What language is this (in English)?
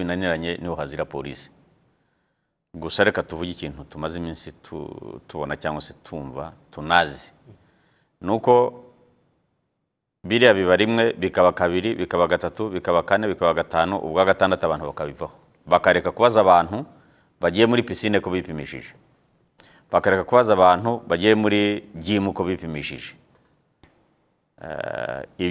Kinyarwanda